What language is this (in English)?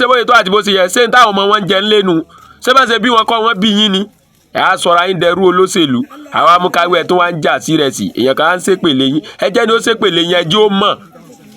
Yoruba